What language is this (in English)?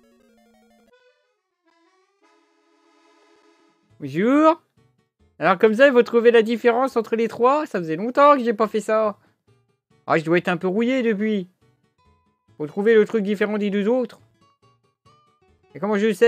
French